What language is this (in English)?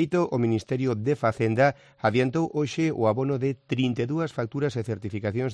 Galician